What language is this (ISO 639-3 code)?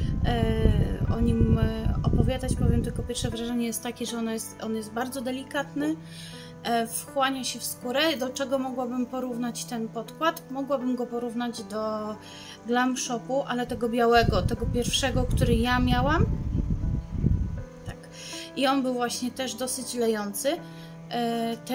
pol